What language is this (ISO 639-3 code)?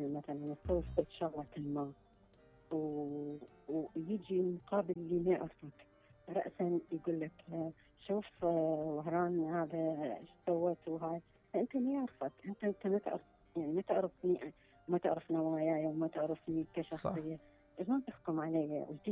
acm